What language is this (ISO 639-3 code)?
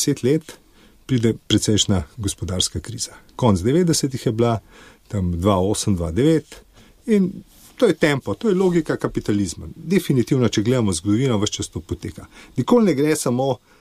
slv